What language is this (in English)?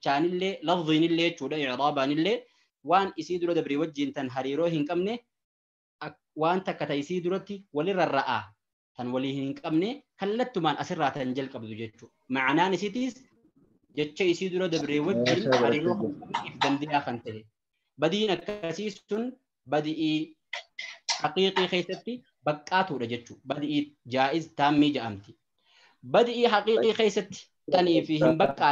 Oromo